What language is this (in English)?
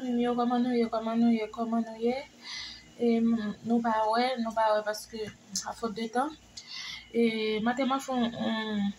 Haitian Creole